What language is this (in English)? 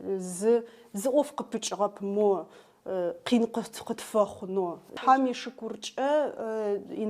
Adyghe